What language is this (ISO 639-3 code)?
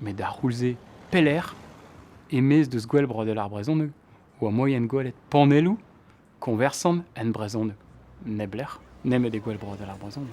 bre